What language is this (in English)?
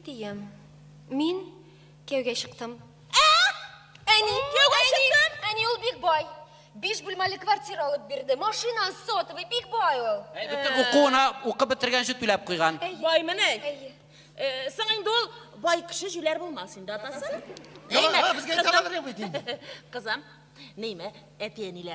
Tatar